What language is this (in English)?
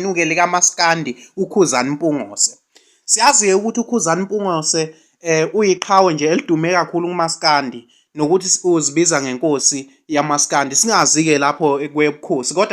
Zulu